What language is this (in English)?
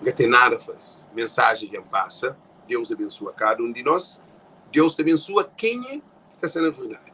Kabuverdianu